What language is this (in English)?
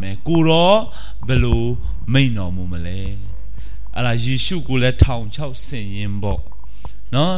Burmese